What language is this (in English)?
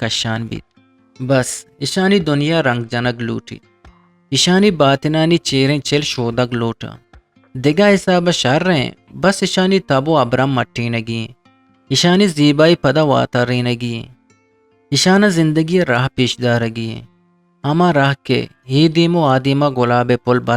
Eastern Balochi